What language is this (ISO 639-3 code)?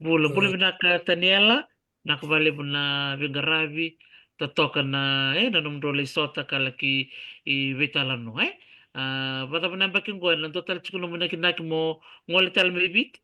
fij